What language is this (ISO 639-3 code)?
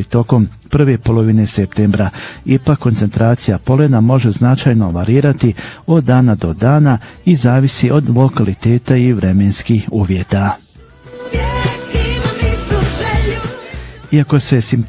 bos